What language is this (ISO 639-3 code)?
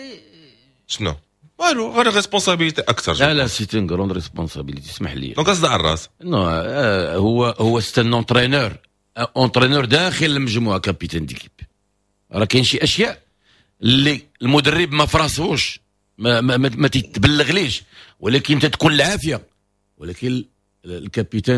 ary